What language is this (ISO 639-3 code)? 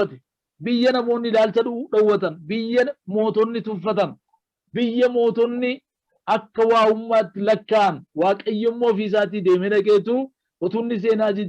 orm